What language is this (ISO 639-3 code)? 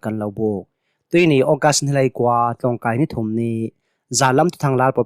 cnh